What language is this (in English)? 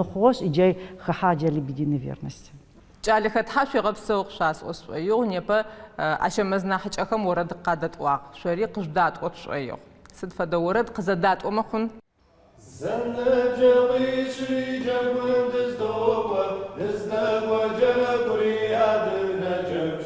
Adyghe